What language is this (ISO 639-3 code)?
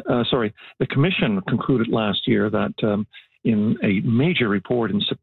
eng